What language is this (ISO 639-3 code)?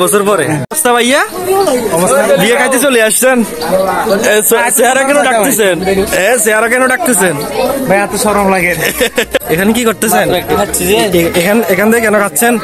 ben